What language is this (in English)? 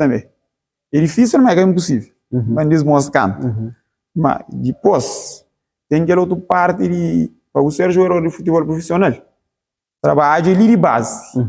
Kabuverdianu